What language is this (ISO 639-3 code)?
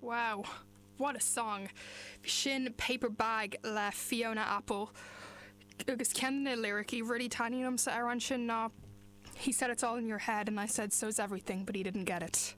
gle